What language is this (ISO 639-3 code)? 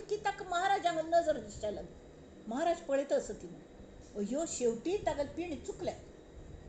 kok